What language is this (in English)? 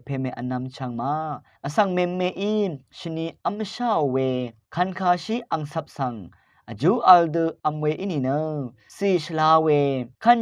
Rawang